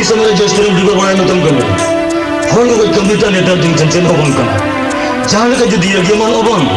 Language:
Santali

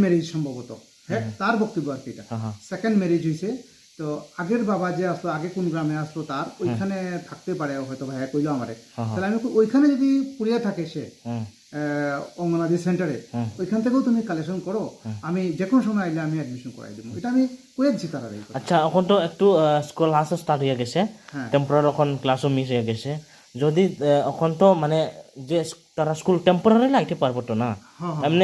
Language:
Riang (India)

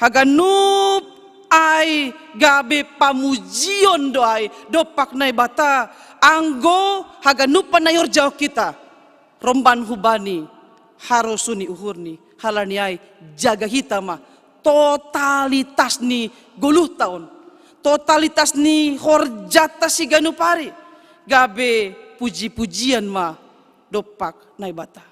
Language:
Batak Simalungun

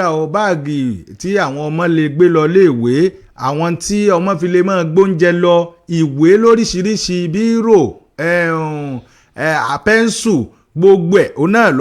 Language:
Yoruba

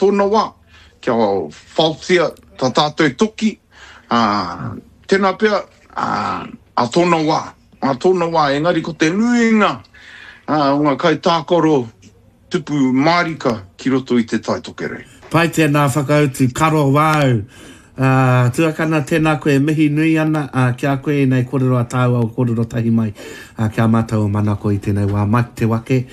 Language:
Māori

